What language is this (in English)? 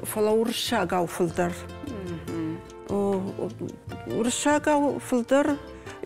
Ossetic